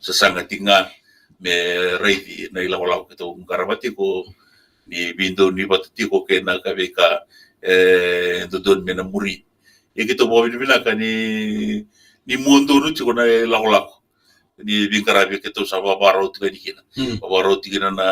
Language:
Fijian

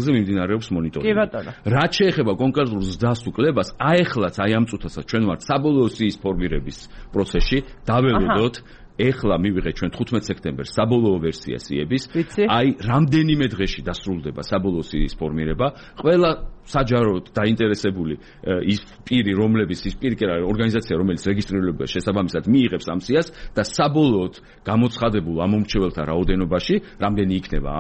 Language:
Georgian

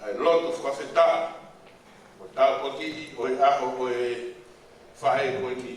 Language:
Tongan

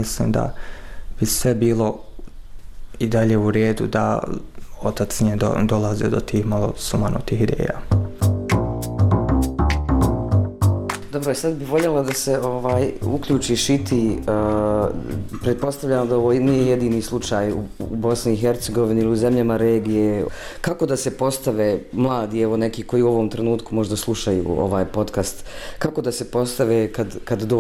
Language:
Bosnian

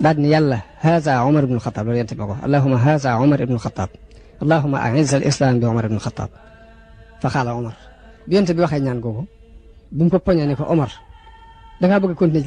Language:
Wolof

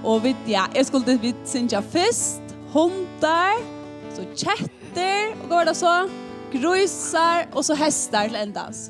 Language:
Faroese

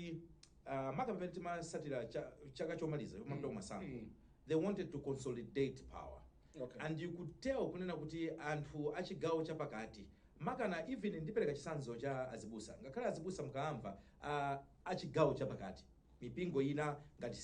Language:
Nyanja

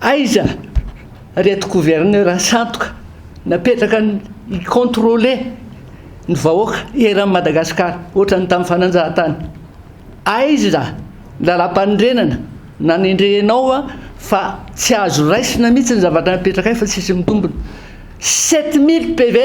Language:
Malagasy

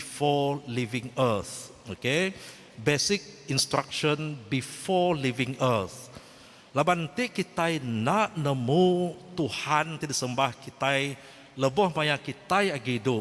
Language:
Iban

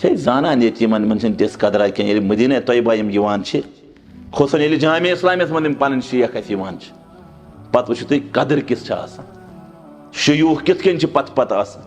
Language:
Kashmiri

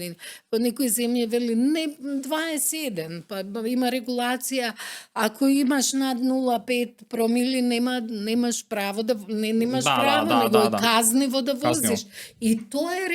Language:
Macedonian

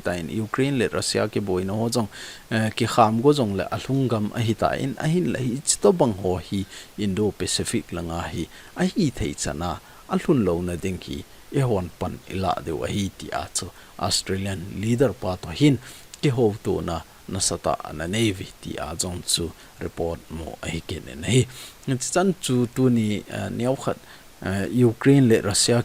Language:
Thado Chin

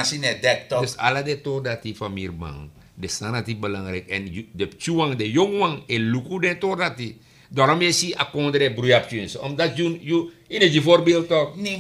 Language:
Sranan Tongo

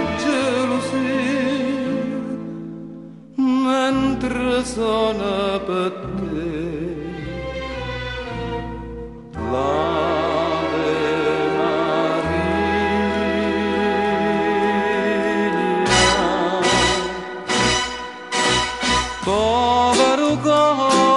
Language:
Italian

